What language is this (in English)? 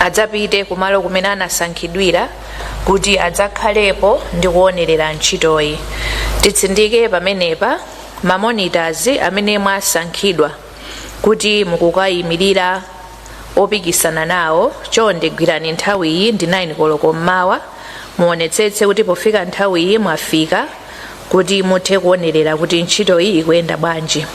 Nyanja